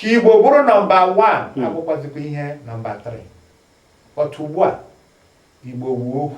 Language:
Igbo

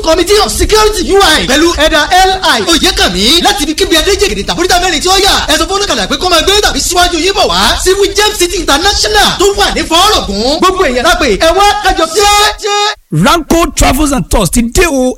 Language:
Yoruba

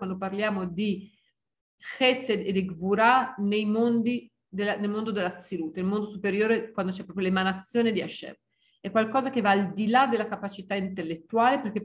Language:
Italian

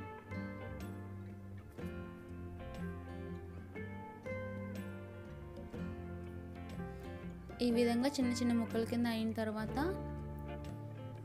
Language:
Telugu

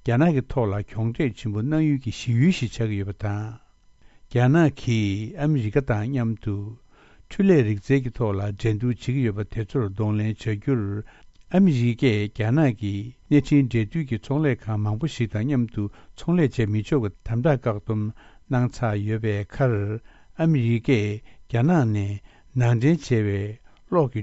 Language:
Tibetan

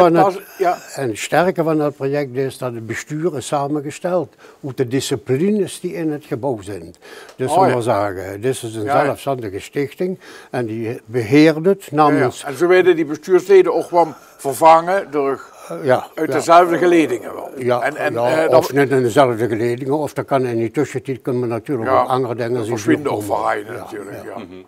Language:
Limburgish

